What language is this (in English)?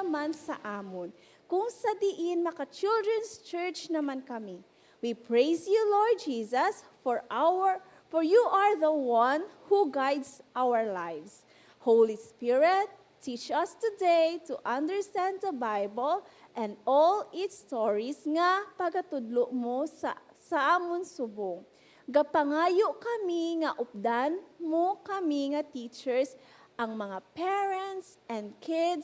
Hiligaynon